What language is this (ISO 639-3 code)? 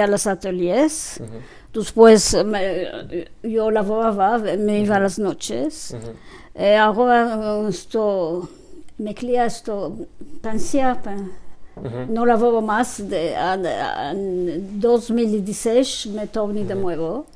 lad